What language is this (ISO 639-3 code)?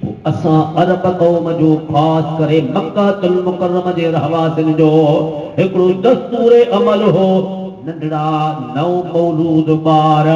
snd